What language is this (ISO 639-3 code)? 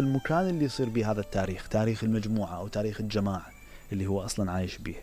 acm